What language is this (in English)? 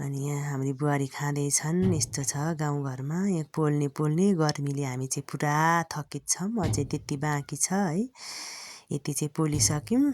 Nepali